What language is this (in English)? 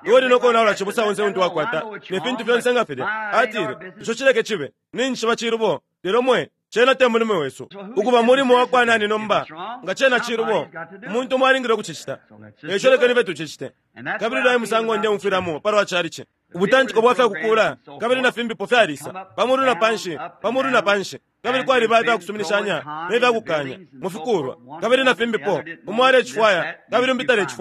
Bemba